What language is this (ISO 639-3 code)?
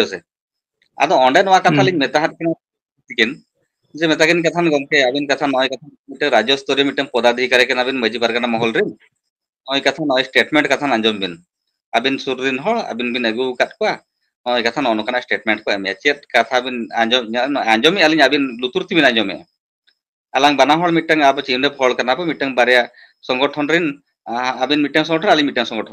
sat